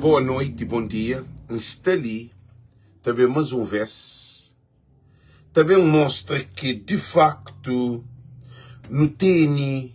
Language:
Kabuverdianu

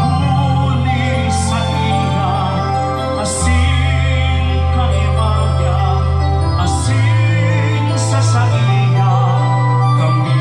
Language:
Bikol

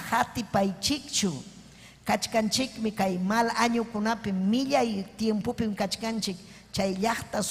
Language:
Ayacucho Quechua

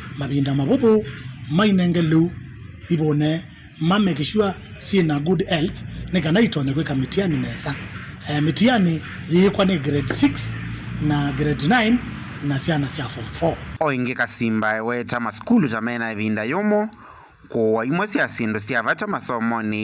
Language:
Kamba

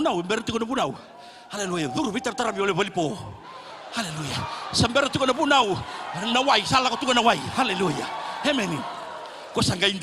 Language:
Fijian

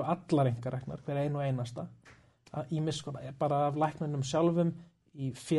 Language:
Icelandic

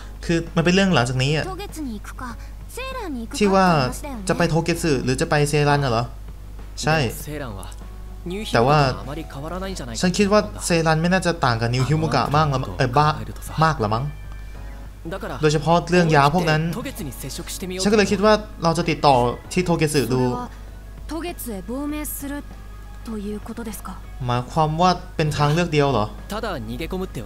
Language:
Thai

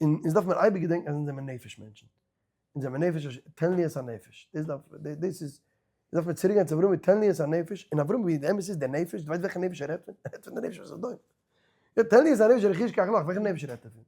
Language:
Yiddish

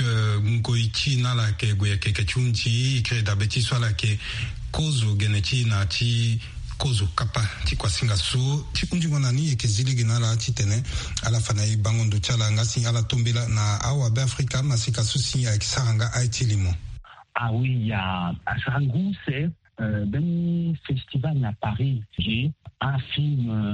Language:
Sango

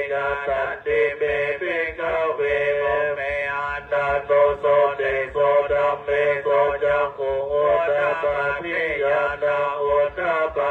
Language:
Pali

